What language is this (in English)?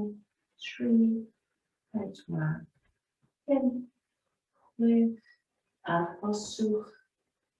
Welsh